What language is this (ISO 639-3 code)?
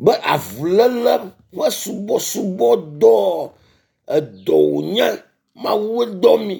ewe